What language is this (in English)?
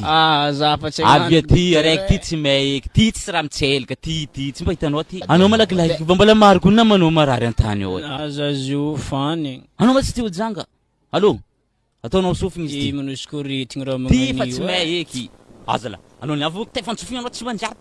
Malagasy